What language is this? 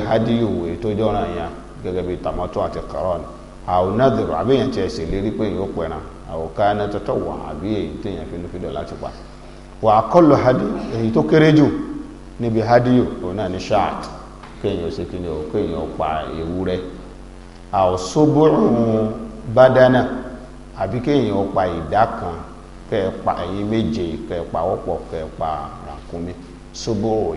Yoruba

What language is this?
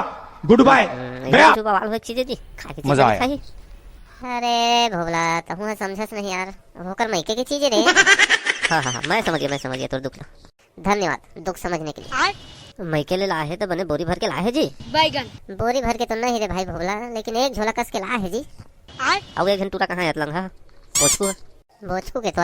Chhattisgarhi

